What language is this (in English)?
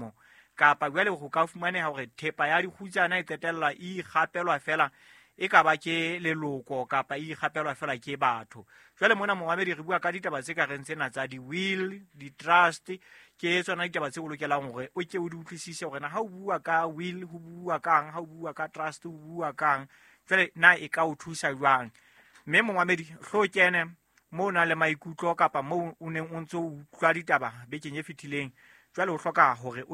Southern Sotho